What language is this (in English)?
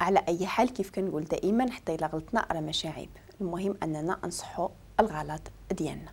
Moroccan Arabic